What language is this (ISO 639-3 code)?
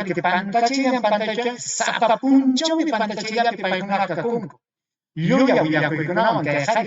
quy